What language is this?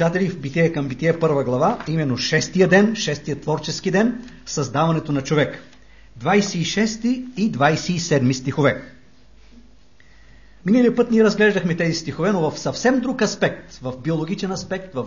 Bulgarian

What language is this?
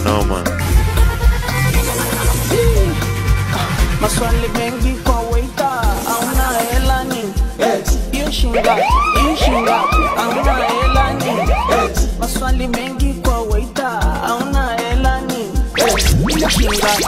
Swahili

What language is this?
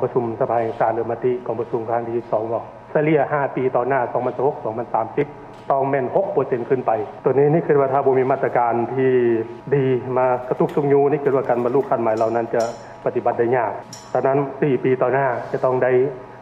Lao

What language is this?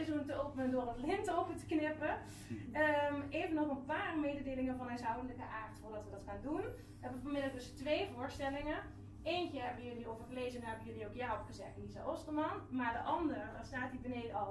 Dutch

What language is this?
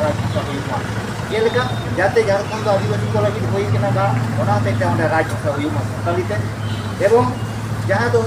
Santali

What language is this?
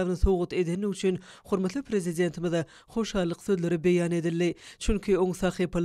Turkmen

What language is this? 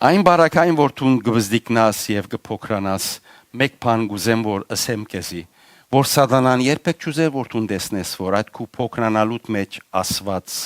Western Armenian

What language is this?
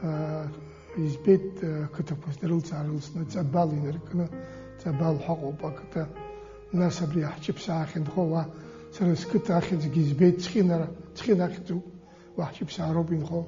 Abkhazian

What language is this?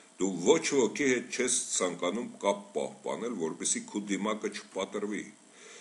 Armenian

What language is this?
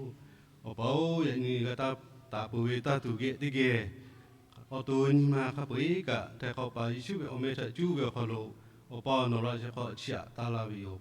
Lahu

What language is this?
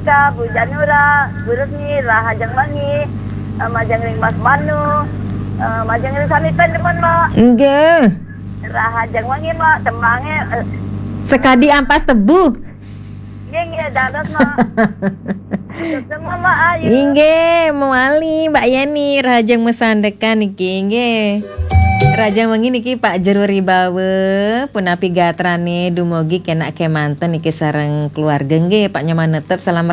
Balinese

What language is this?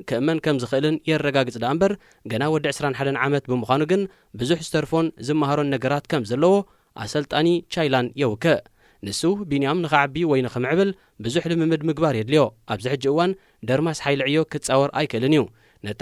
Tigrinya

